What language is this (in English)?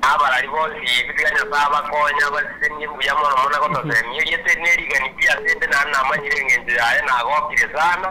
Gusii